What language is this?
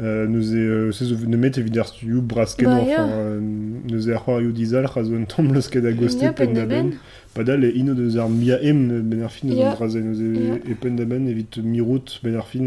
Breton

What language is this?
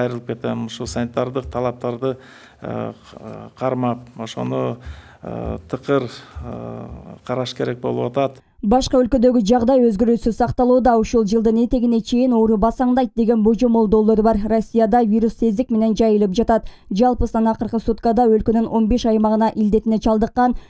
Kyrgyz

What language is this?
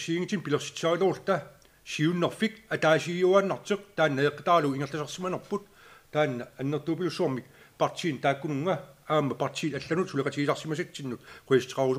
Kalaallisut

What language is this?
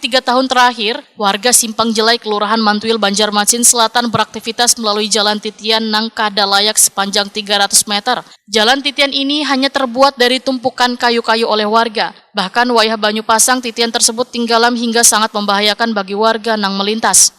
Banjar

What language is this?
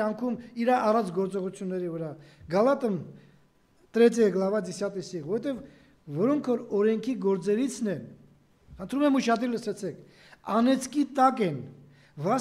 Armenian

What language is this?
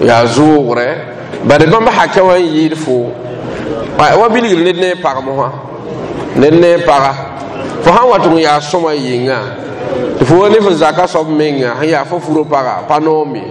Mossi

